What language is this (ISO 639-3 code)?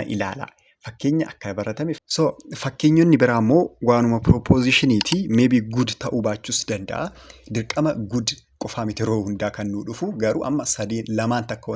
orm